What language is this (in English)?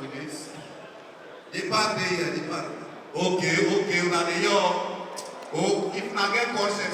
Nigerian Pidgin